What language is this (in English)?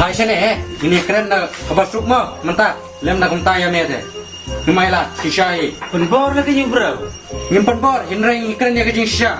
Khasi